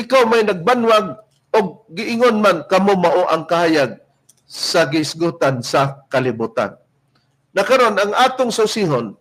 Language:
Cebuano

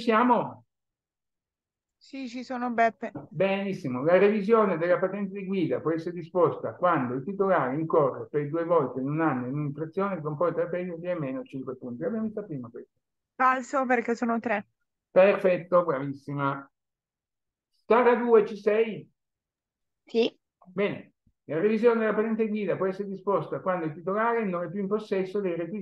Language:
Italian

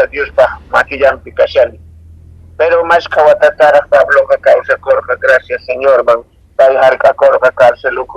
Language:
Quechua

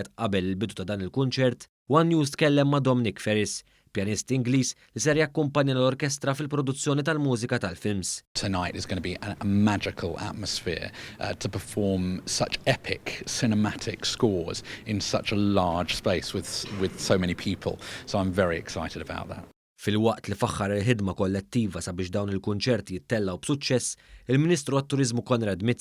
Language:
Maltese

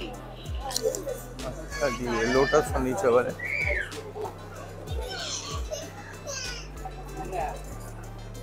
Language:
Hindi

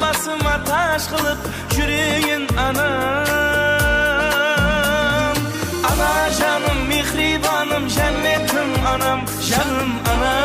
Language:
Kara-Kalpak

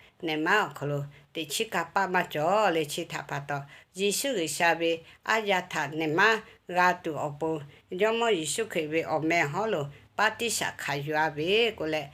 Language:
Lahu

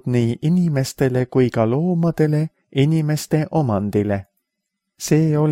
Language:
Estonian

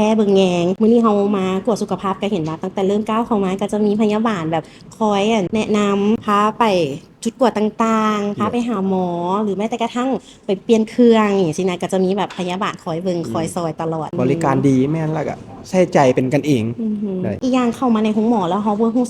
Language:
Lao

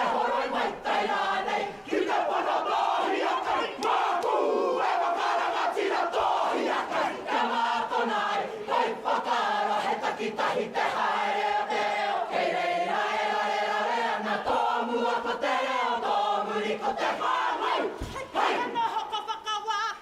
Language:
Māori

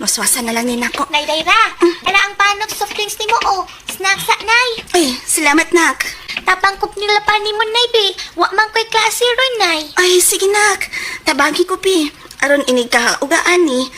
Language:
Cebuano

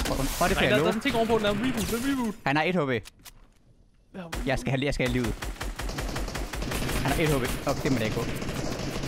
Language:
Danish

